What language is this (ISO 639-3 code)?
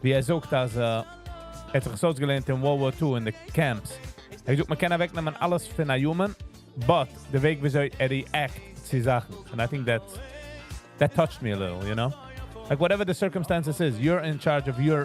yid